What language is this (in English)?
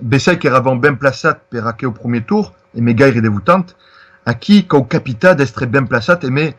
Occitan